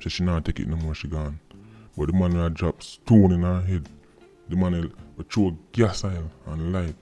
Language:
Jamaican Creole English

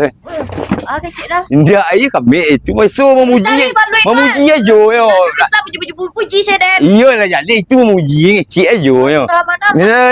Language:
Minangkabau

